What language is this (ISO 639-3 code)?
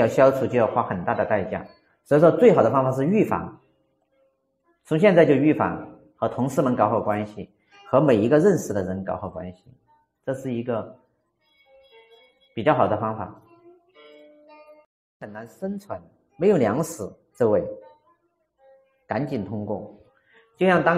zho